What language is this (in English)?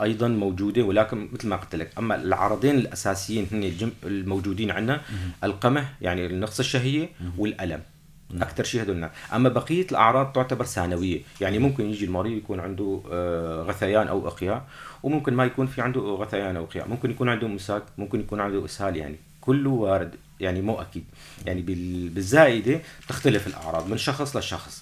North Levantine Arabic